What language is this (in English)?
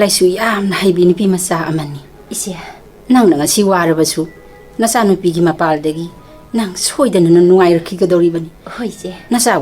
Manipuri